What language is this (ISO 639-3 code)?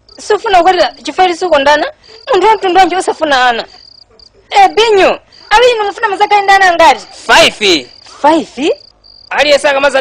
nya